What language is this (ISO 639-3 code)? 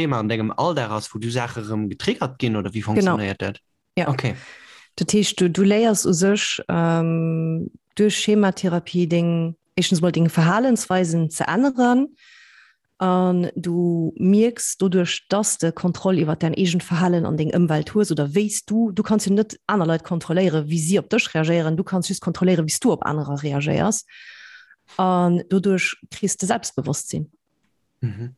ltz